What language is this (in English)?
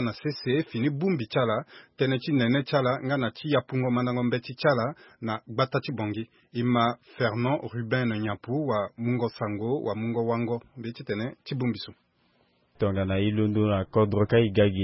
Sango